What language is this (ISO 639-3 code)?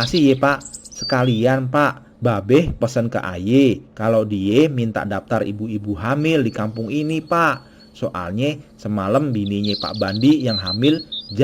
bew